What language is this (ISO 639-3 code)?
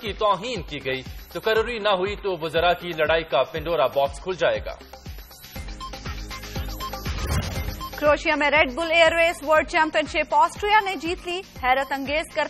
urd